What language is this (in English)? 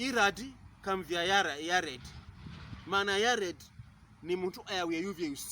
Pokomo